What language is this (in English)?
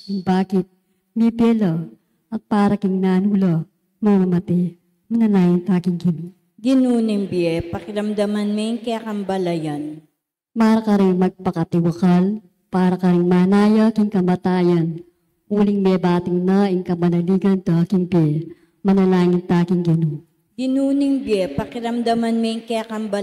Pampanga